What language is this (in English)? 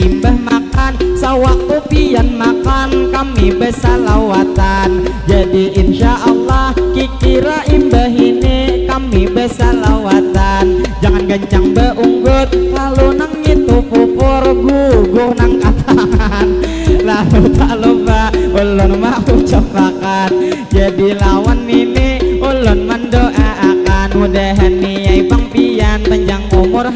Banjar